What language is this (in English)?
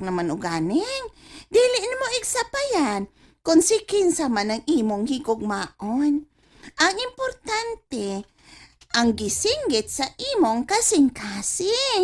Cebuano